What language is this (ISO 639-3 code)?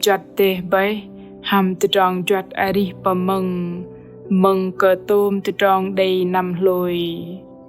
bdq